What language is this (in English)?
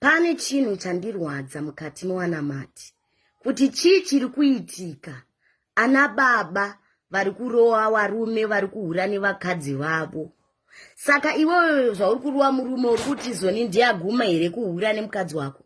Shona